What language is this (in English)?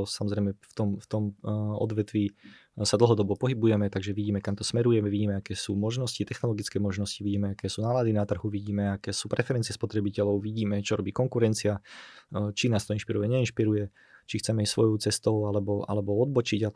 Slovak